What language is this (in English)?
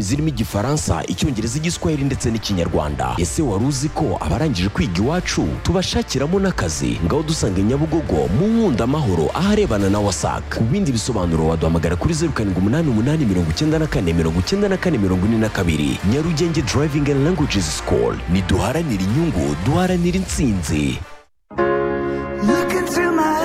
Kinyarwanda